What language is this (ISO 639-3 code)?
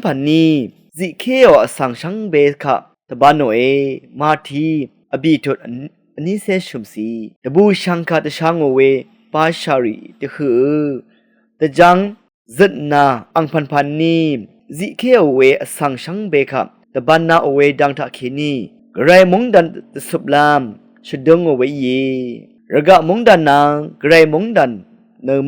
raw